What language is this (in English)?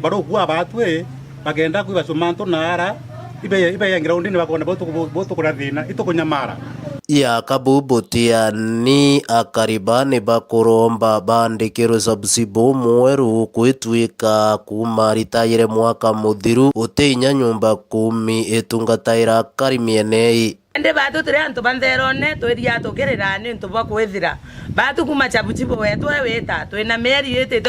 Meru